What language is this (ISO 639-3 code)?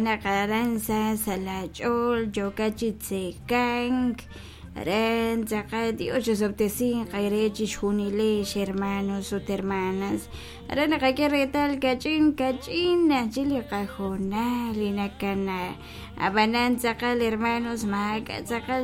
kek